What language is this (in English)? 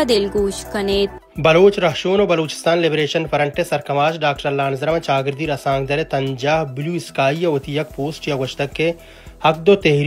Baluchi